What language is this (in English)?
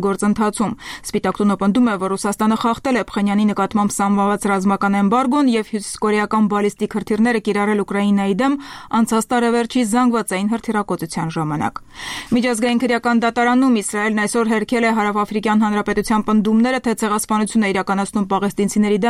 Armenian